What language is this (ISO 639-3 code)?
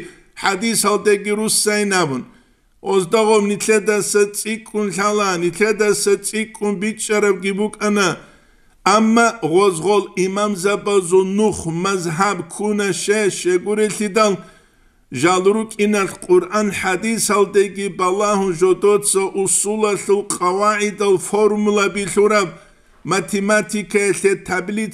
ava